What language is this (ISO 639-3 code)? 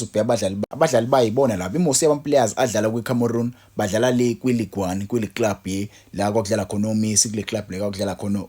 zul